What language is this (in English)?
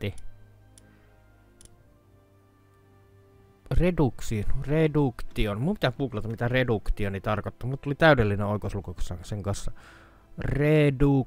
Finnish